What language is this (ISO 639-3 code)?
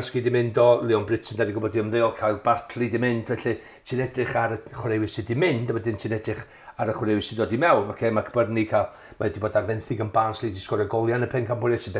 cym